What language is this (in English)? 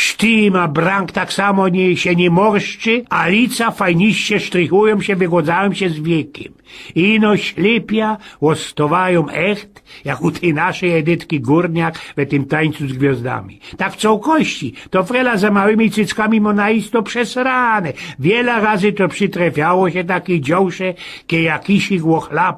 Silesian